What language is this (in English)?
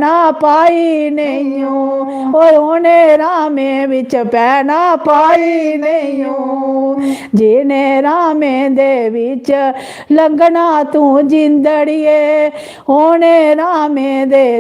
Dogri